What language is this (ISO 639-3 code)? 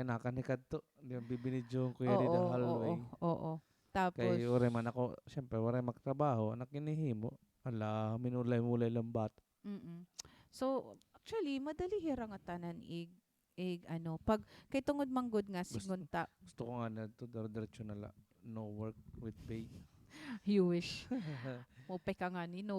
war